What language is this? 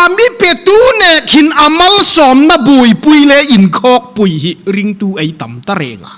Hmar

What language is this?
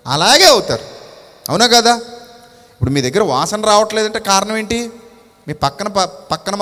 Telugu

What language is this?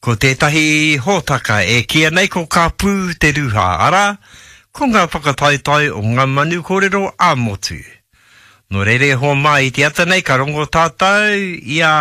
Māori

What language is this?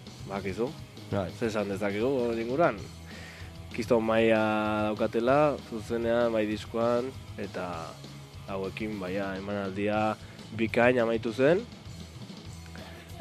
Basque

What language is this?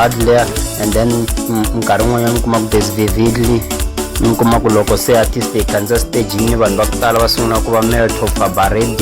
Tsonga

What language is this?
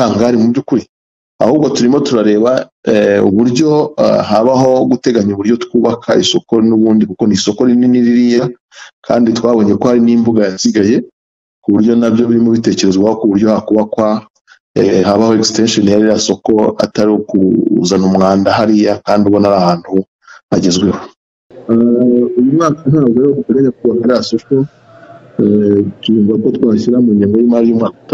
Kinyarwanda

